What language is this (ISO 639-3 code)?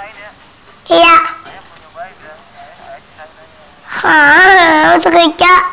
ind